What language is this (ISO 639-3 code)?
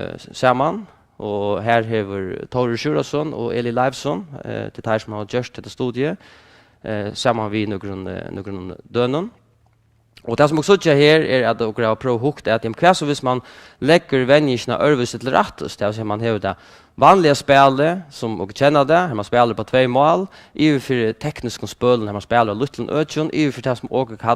fao